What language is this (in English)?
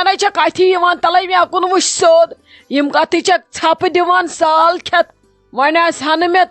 Kashmiri